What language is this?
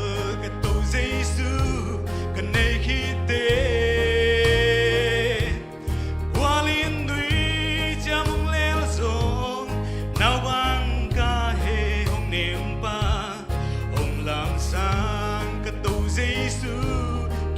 Tedim Chin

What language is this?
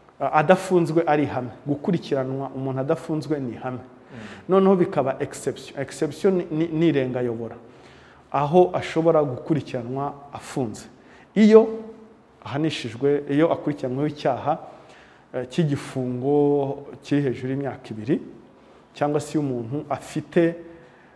Kinyarwanda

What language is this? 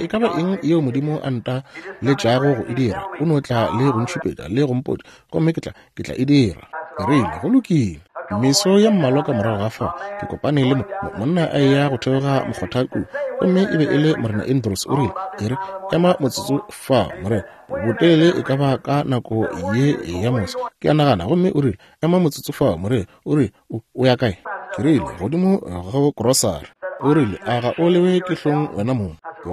Northern Sotho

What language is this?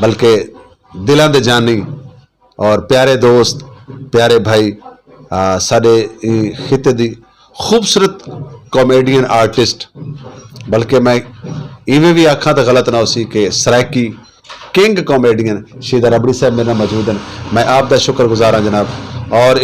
Saraiki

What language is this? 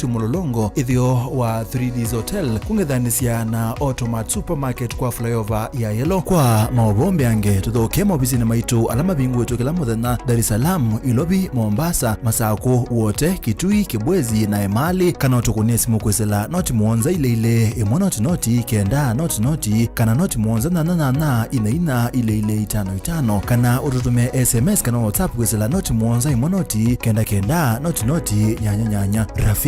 Kamba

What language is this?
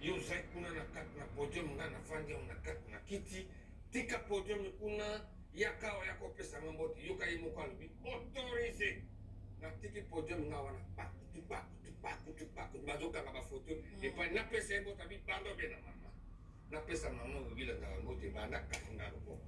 Lingala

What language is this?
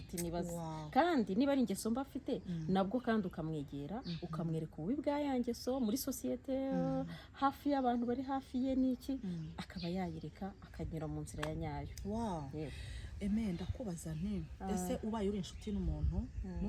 Kinyarwanda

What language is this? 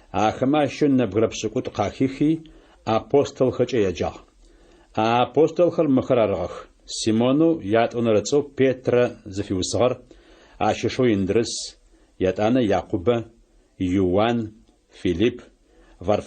Adyghe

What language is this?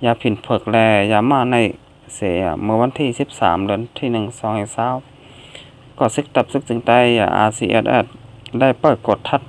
Shan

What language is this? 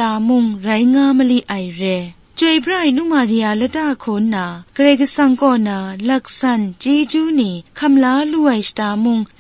Kachin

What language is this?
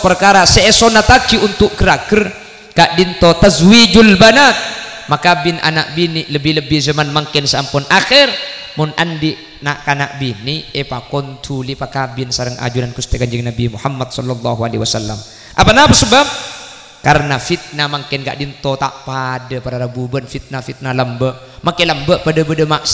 Madurese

